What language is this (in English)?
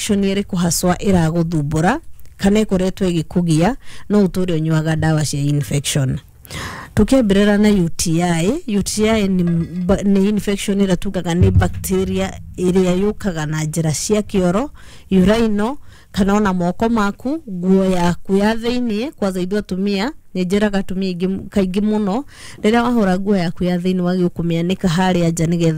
Kikuyu